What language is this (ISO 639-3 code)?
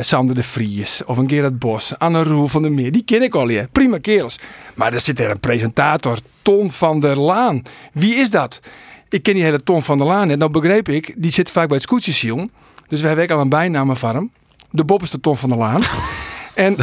fry